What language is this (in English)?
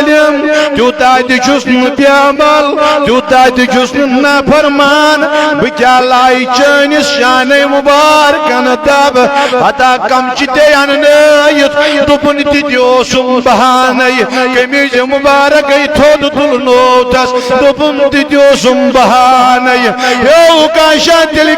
Kashmiri